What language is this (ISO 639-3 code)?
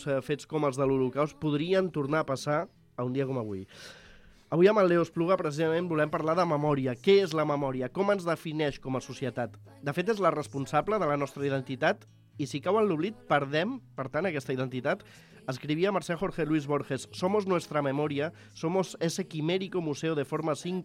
cat